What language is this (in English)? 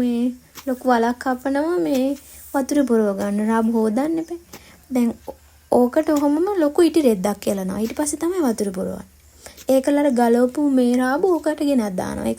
Sinhala